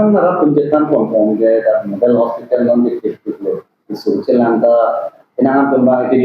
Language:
Karbi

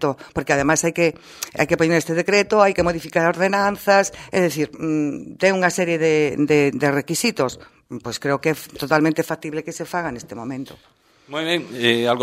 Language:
Galician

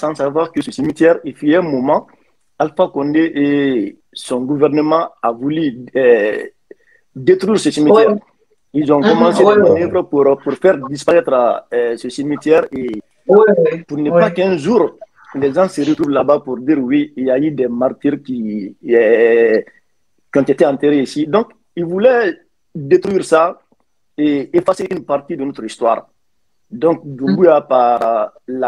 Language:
French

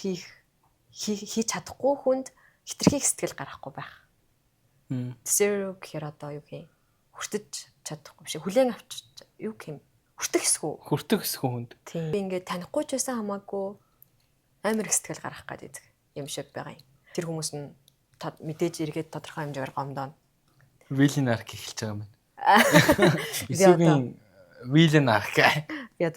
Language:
Mongolian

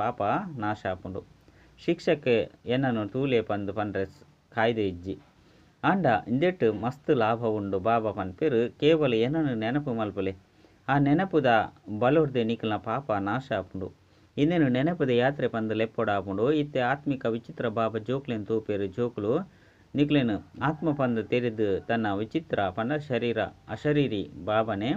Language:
Tulu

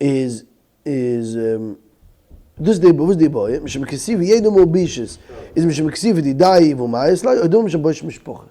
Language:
Yiddish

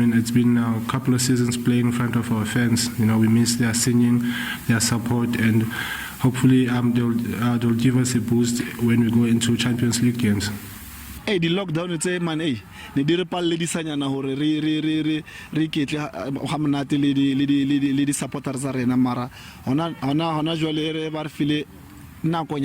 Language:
Northern Sotho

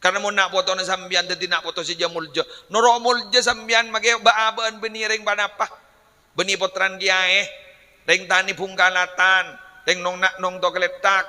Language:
Madurese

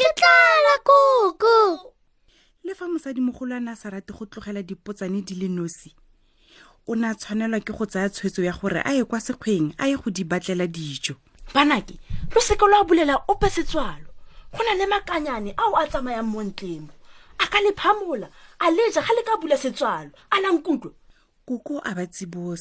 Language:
Tswana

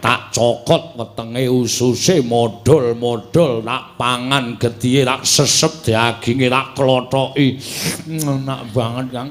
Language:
Javanese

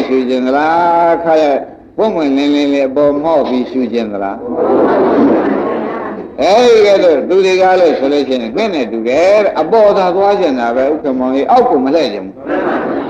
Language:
Burmese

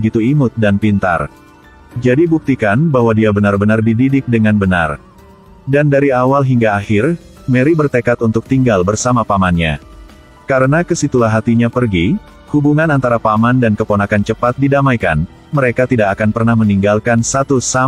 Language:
Indonesian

